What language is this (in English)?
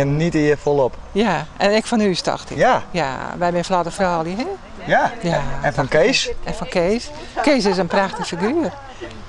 Western Frisian